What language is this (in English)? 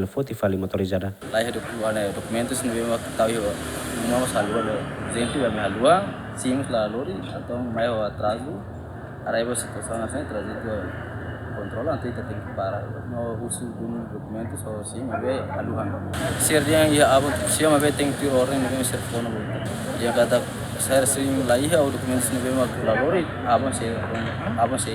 Tetum